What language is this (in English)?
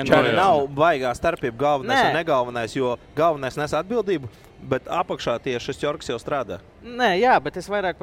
Latvian